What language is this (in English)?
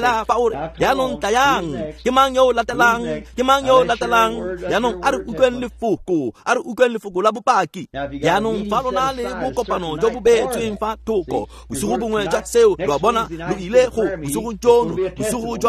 Tswana